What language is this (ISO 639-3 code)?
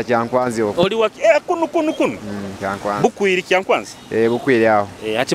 nyo